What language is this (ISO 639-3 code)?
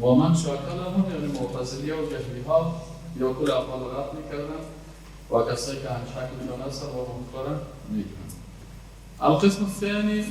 fas